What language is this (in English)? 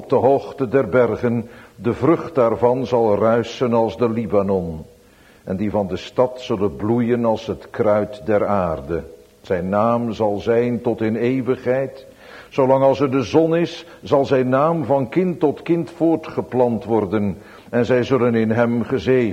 Dutch